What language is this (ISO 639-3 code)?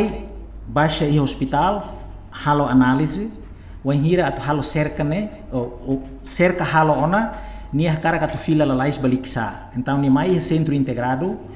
tet